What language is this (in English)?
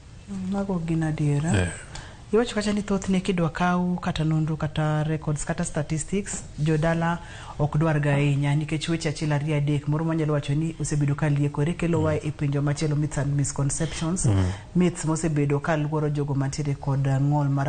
Luo (Kenya and Tanzania)